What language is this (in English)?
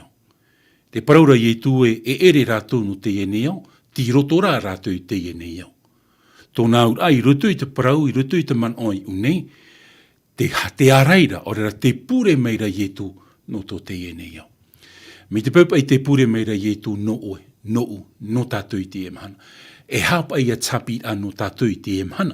Tahitian